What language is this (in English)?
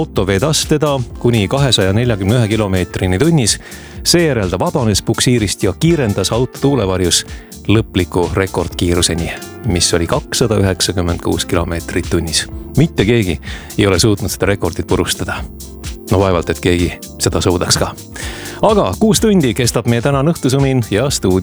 Estonian